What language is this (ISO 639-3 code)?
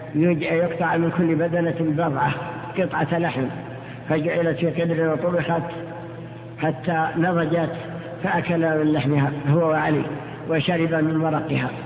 ara